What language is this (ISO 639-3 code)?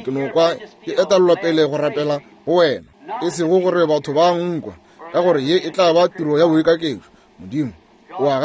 nso